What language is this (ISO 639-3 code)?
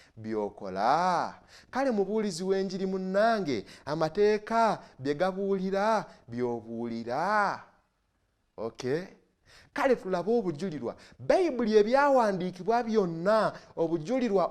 lug